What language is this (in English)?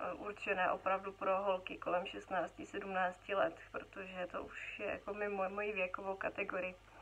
Czech